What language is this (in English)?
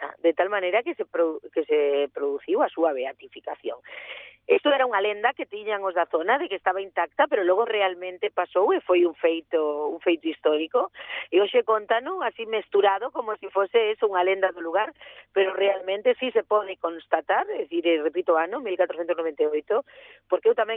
Galician